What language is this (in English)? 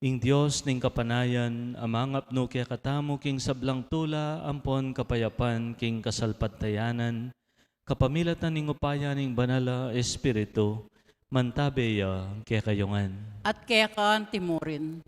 Pampanga